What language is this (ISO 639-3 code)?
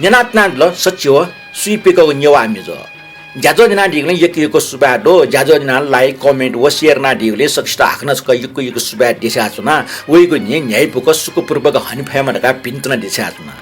new